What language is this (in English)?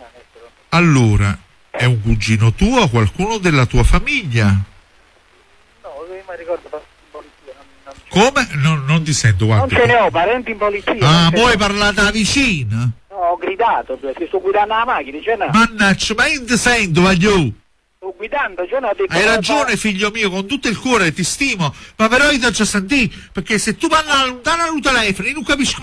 Italian